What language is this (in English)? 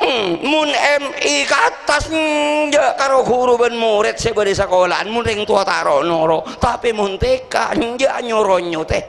Madurese